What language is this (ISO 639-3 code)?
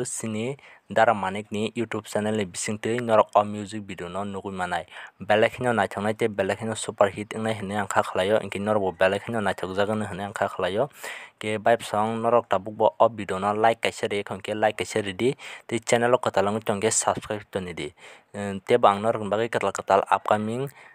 trp